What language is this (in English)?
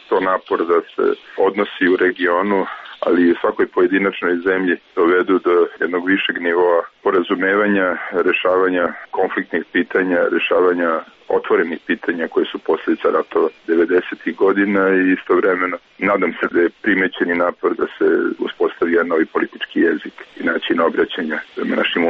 Serbian